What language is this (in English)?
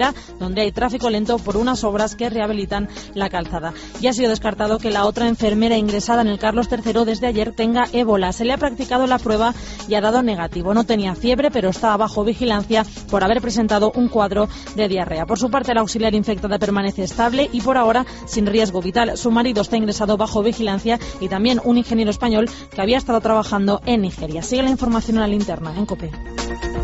Spanish